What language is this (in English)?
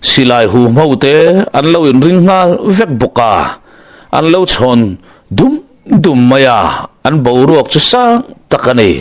Mizo